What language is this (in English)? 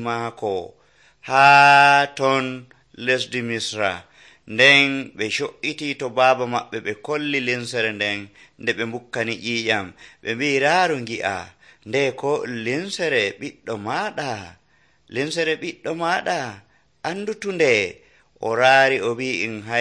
Nigerian Fulfulde